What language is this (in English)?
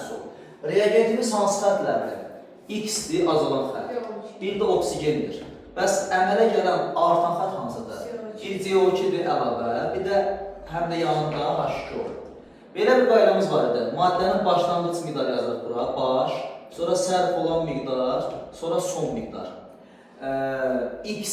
Azerbaijani